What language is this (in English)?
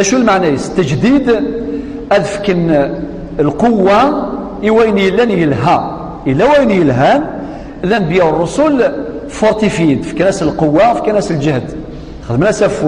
Kabyle